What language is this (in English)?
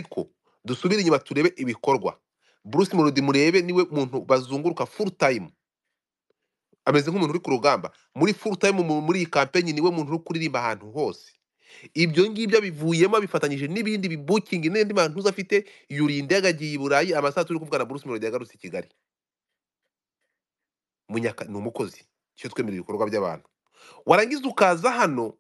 Kinyarwanda